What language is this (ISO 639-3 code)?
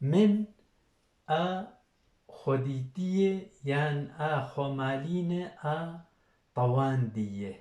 kur